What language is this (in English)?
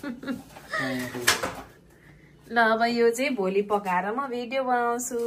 Nepali